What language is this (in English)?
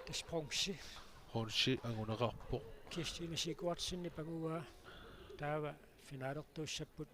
Kalaallisut